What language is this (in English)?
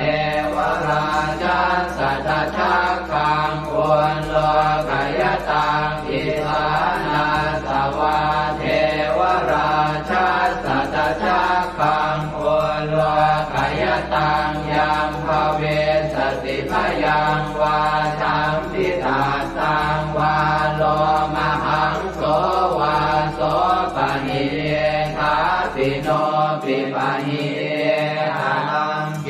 Pali